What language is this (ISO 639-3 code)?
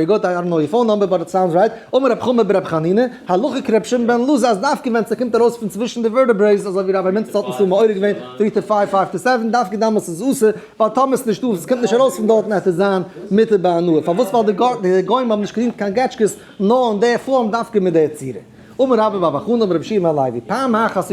yid